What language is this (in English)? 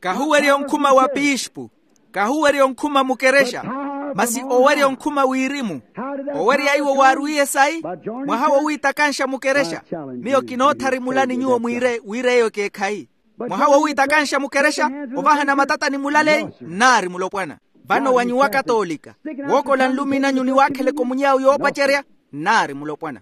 Makhuwa